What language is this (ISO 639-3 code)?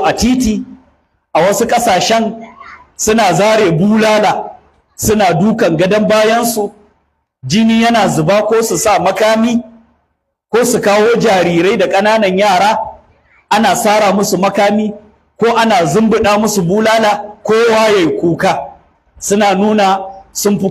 hau